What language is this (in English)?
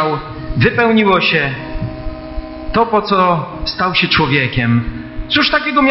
Polish